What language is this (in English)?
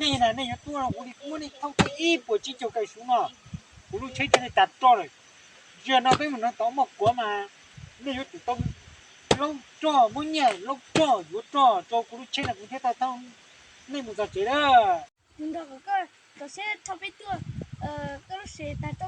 Hmong